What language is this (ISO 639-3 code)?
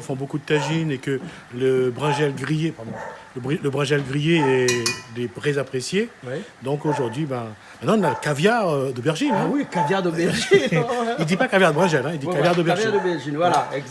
rcf